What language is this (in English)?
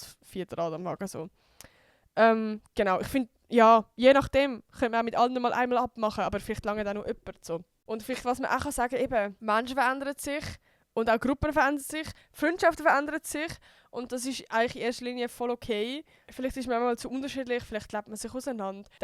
Swiss German